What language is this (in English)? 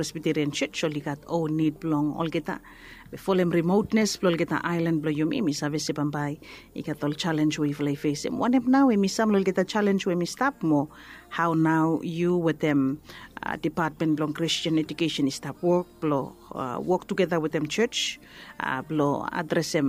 Bislama